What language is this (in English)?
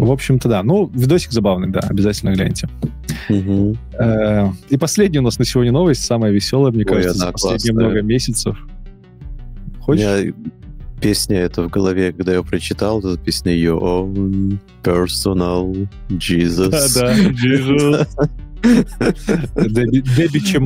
Russian